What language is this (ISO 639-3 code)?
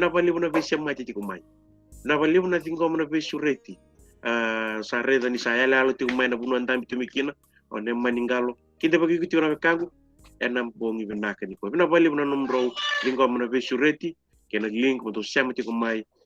fij